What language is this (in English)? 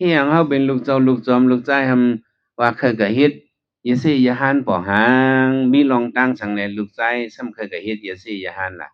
Shan